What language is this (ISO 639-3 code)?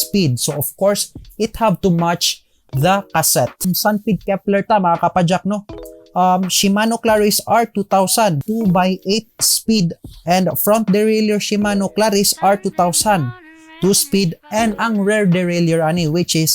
ceb